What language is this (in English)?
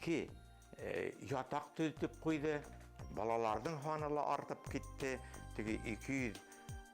Bashkir